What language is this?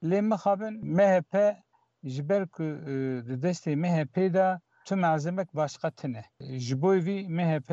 Kurdish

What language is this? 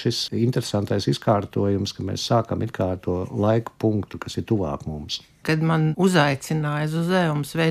Latvian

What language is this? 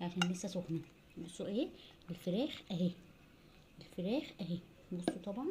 Egyptian Arabic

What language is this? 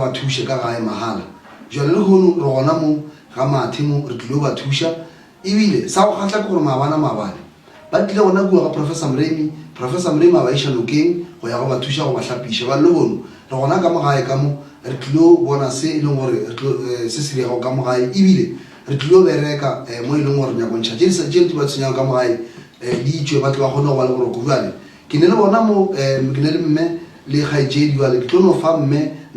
Northern Sotho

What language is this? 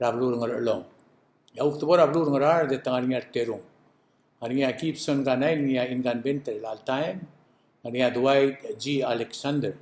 Palauan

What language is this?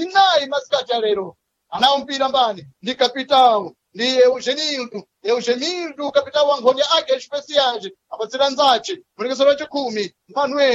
Sena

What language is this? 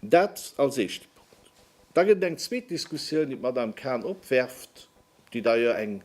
Luxembourgish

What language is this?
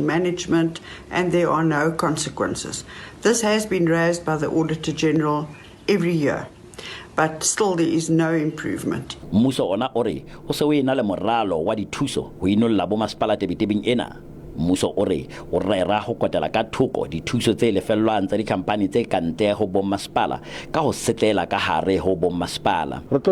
Southern Sotho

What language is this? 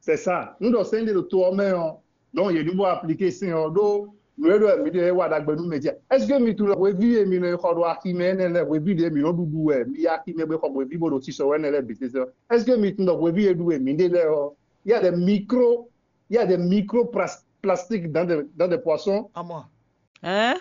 Fon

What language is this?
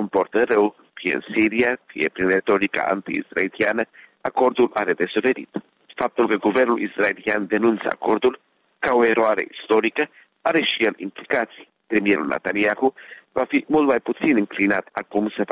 Romanian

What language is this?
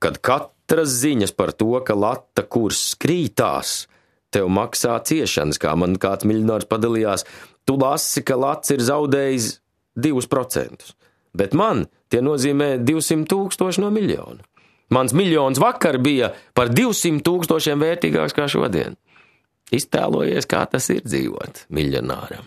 Latvian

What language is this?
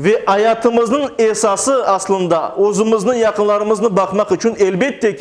Crimean Tatar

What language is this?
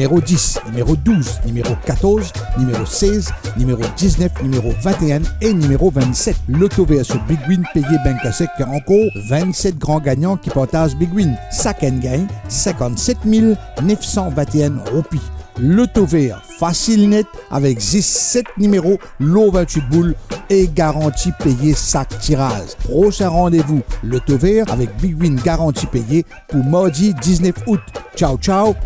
Morisyen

